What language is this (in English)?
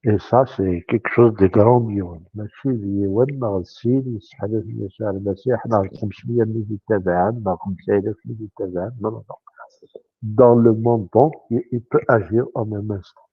Kabyle